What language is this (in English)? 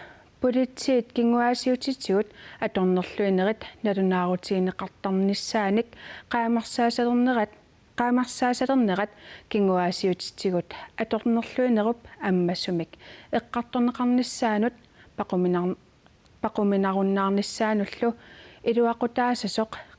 Kalaallisut